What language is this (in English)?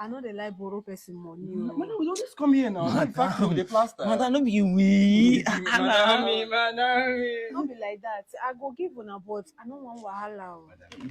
Nigerian Pidgin